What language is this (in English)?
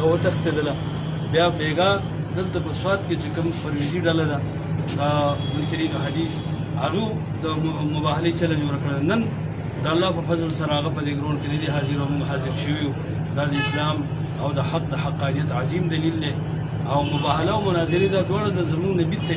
Pashto